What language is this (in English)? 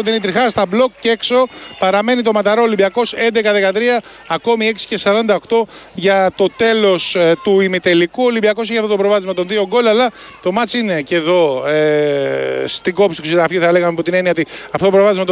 Greek